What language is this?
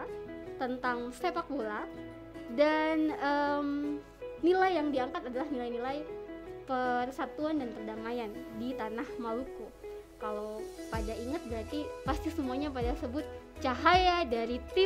Indonesian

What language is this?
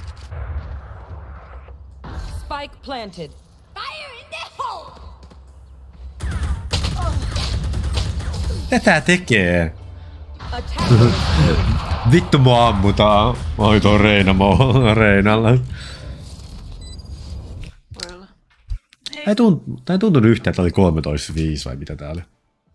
Finnish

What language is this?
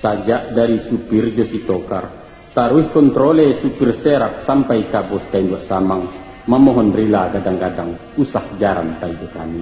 Minangkabau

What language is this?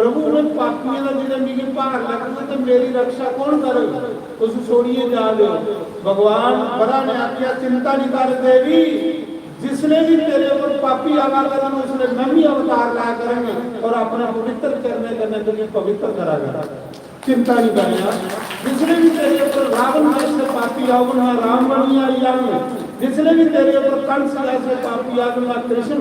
Dogri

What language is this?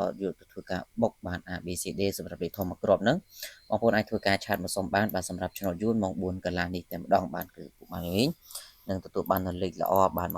Khmer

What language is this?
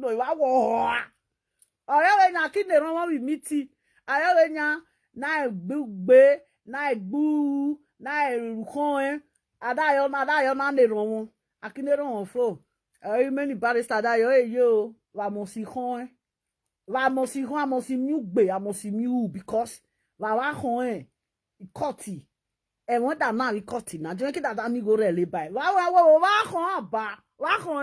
Nigerian Pidgin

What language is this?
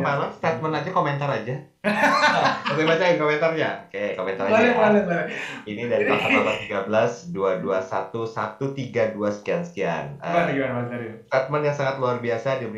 Indonesian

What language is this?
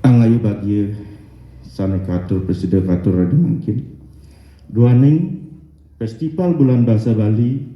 Balinese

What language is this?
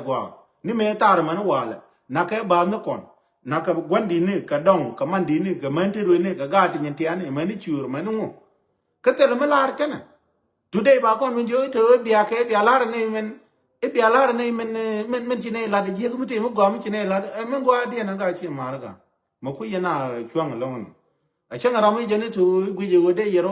Nuer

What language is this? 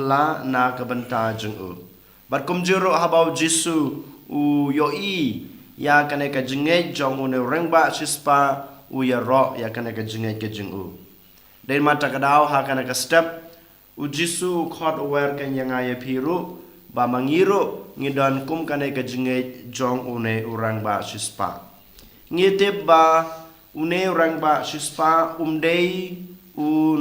Khasi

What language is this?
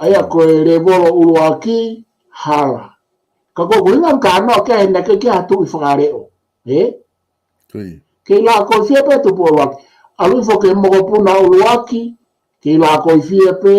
Tongan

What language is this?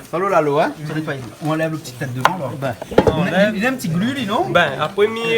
Réunion Creole French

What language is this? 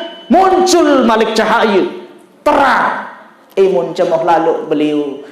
Sasak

